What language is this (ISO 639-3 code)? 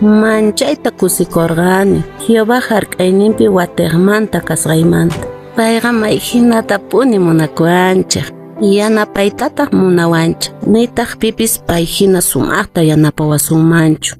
que